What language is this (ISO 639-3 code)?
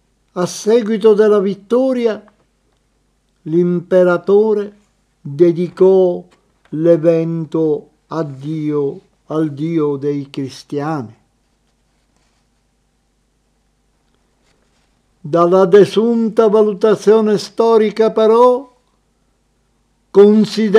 ita